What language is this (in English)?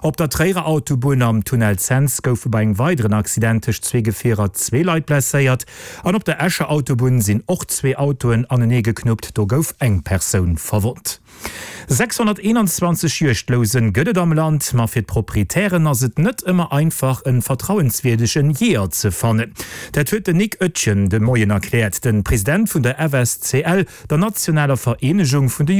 Luxembourgish